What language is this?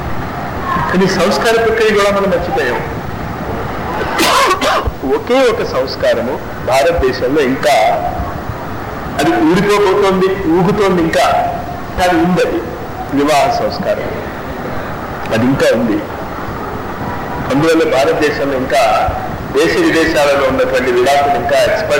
Telugu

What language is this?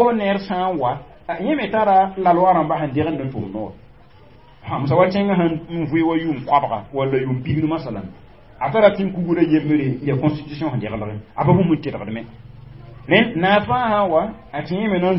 Mossi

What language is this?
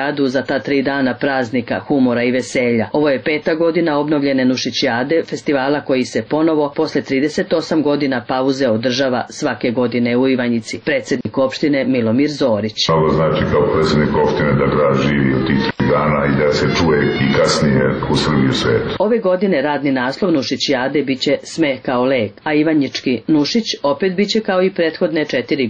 Serbian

